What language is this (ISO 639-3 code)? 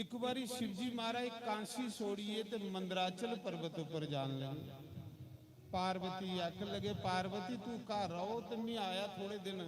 doi